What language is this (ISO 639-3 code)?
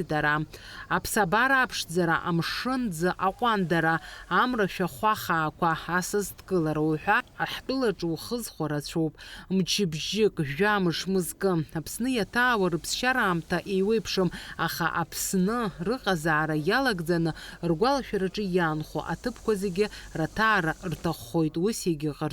abk